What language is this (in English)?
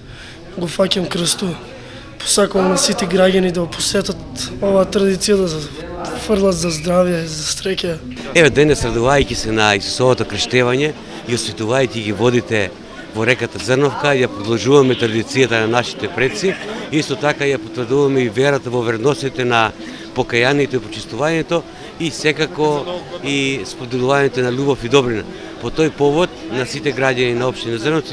Macedonian